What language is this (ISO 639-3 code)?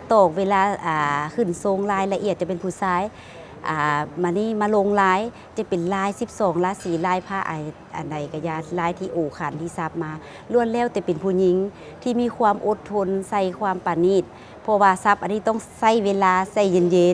lao